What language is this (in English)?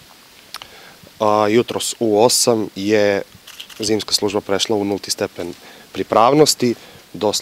Serbian